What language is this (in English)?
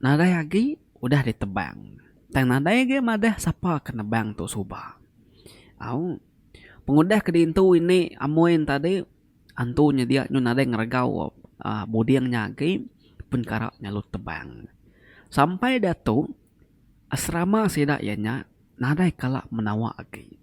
Iban